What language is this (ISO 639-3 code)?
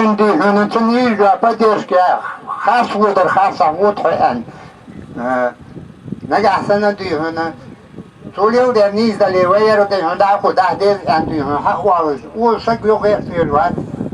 inh